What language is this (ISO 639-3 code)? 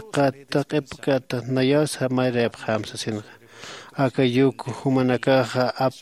aym